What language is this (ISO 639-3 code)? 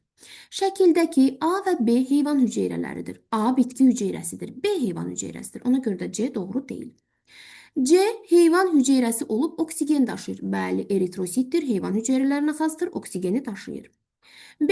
aze